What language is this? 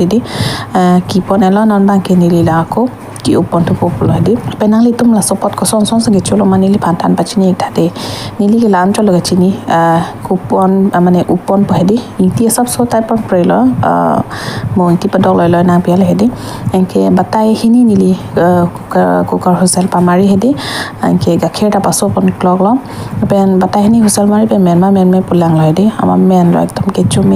Karbi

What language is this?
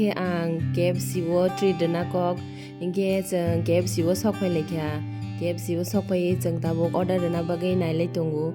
Kok Borok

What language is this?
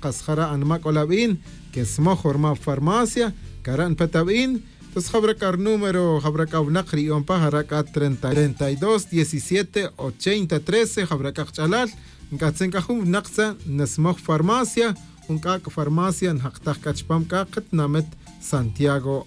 Tz'utujil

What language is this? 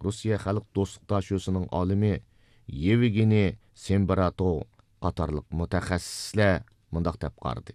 Uyghur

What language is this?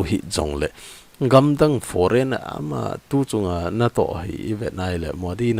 Thado Chin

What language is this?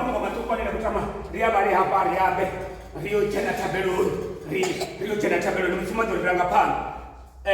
Venda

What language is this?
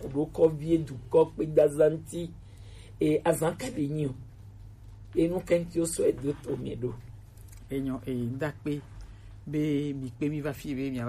Gen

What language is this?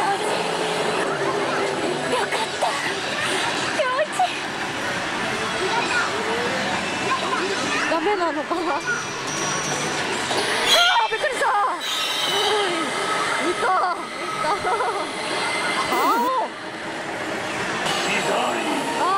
Japanese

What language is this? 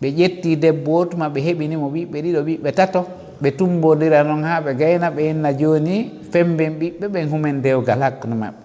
Fula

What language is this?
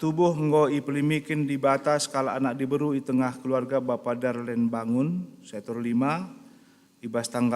Batak Karo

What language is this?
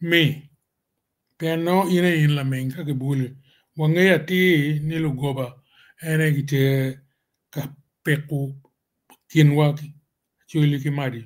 Acoli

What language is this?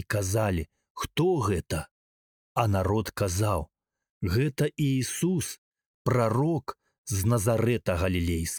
Belarusian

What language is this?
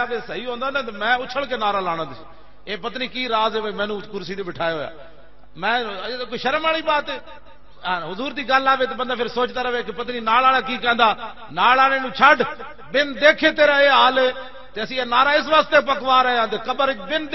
Western Panjabi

